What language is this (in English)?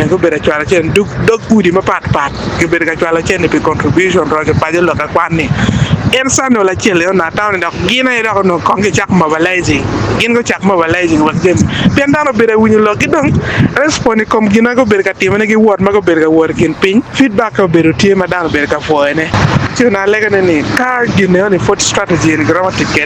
Acoli